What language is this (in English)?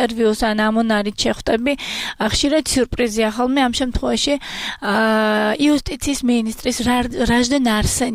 Georgian